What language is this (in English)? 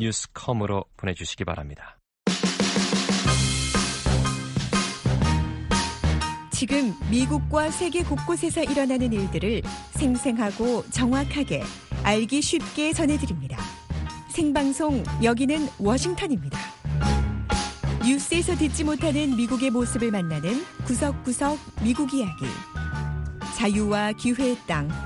Korean